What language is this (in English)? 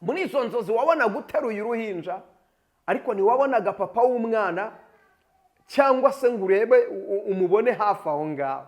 Kinyarwanda